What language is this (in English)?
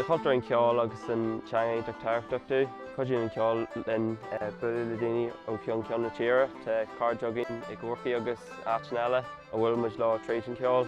Irish